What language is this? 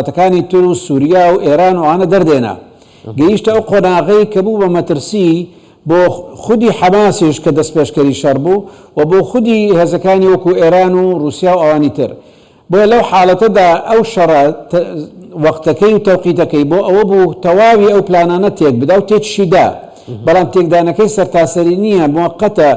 Central Kurdish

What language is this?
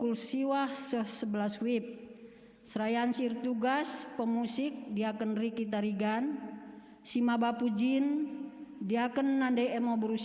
Batak Karo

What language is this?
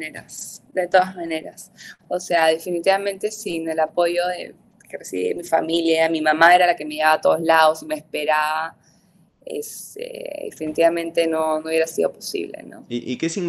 Spanish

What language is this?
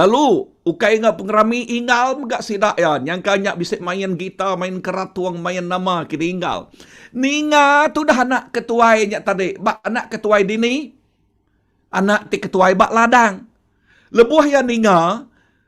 Iban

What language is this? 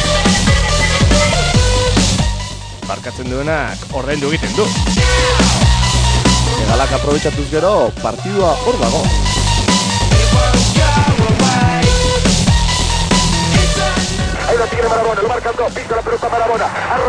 Basque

